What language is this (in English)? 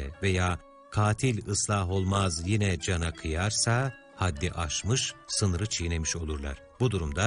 Turkish